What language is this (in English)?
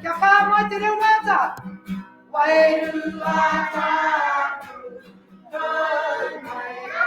Māori